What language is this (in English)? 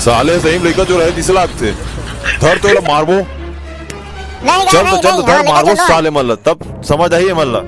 Chhattisgarhi